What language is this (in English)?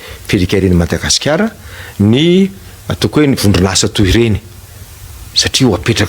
Malagasy